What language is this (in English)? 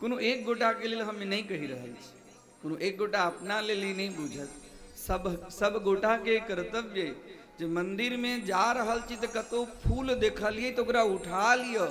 Maithili